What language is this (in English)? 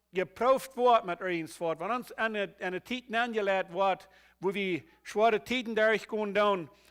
Plautdietsch